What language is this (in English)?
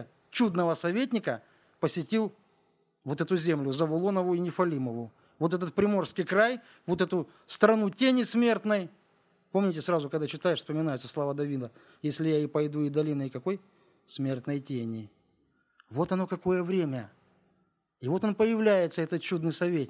Russian